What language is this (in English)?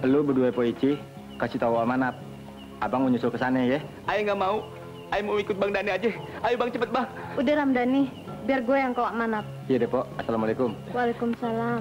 Betawi